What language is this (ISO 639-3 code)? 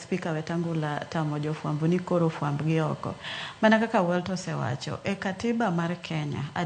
luo